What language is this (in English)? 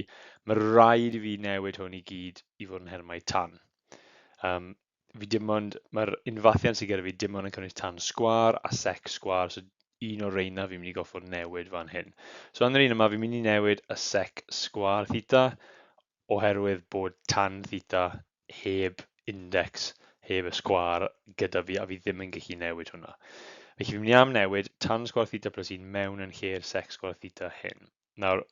Welsh